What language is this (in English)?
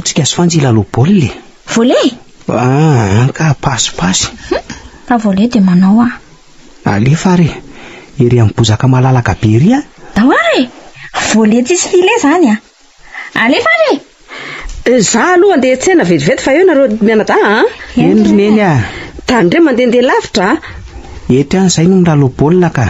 Malagasy